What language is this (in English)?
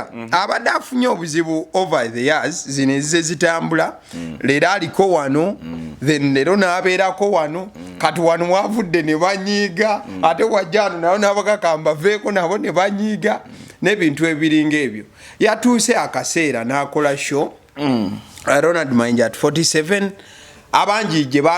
Ganda